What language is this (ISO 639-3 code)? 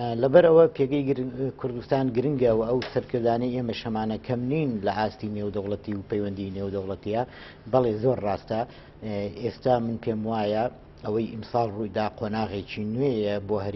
ckb